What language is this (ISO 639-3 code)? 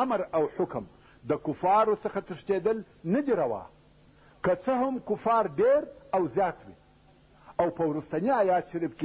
pus